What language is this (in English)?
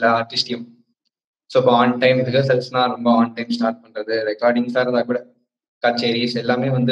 Tamil